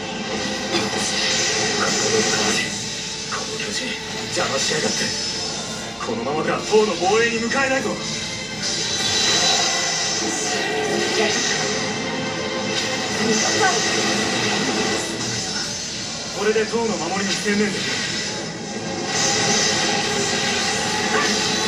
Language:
Japanese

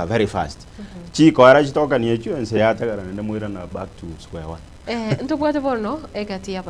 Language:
Gusii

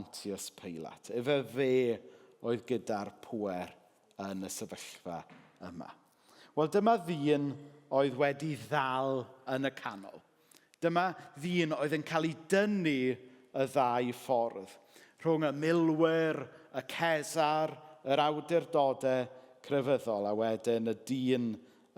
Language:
Welsh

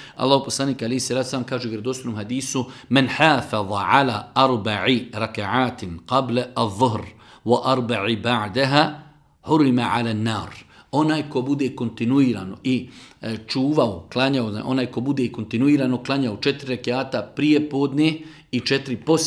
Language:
Bosnian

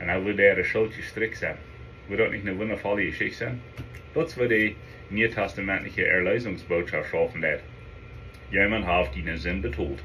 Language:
Plautdietsch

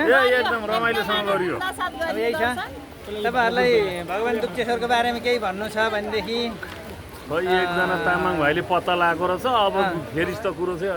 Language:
Nepali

